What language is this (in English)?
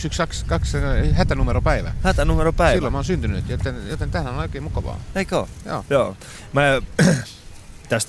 Finnish